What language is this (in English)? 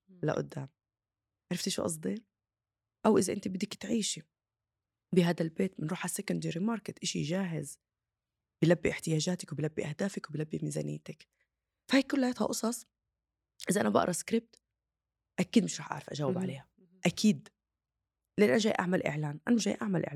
North Levantine Arabic